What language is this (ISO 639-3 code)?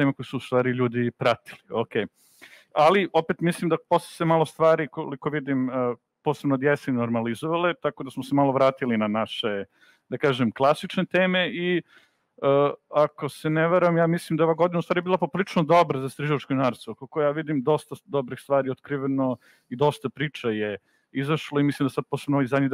srp